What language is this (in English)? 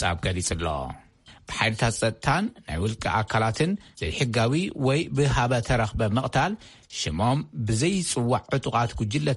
Tigrinya